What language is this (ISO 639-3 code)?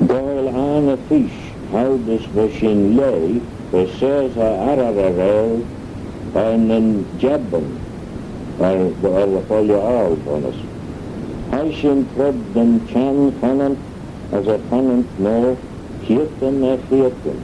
glv